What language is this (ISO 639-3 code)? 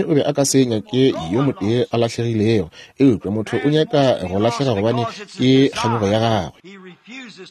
nso